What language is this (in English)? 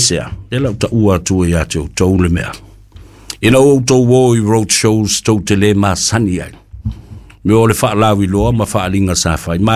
Samoan